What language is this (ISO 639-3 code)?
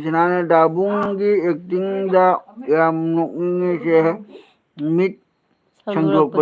mni